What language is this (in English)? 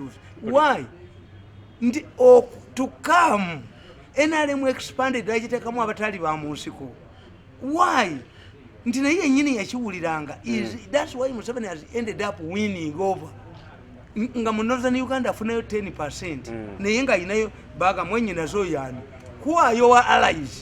Ganda